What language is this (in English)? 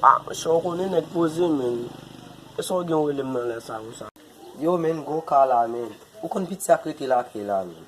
Haitian Creole